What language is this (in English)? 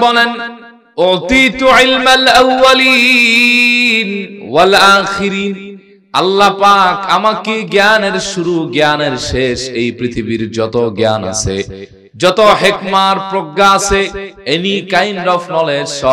Bangla